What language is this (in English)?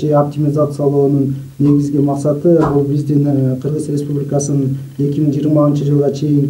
Kyrgyz